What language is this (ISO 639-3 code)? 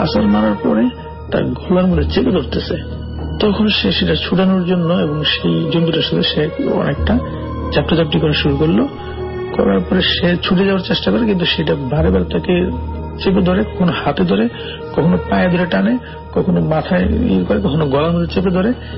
ben